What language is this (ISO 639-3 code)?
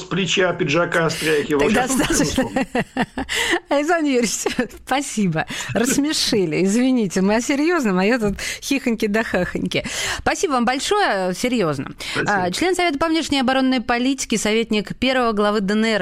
rus